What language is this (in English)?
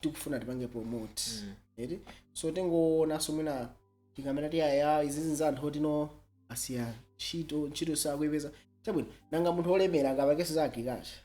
Nyanja